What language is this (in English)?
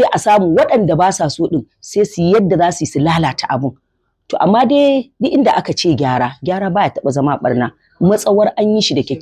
Hausa